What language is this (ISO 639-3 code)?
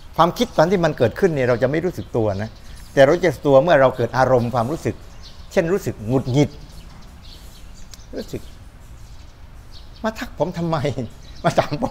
tha